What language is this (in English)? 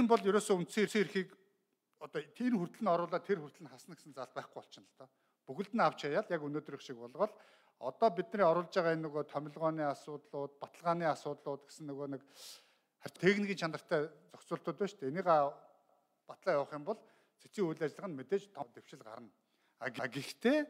Mongolian